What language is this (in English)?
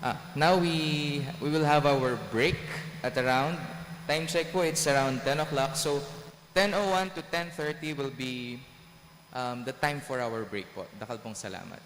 Pampanga